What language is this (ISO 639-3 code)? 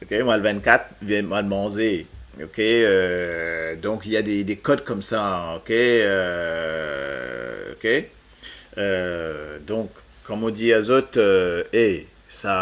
mfe